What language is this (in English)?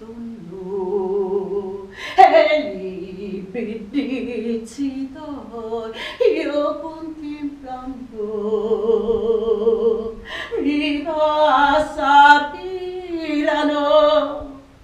Sicilian